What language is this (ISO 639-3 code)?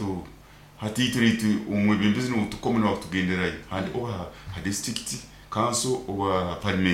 nyo